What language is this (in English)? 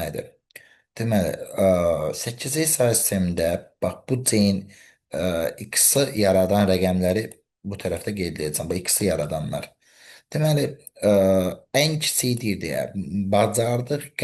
Azerbaijani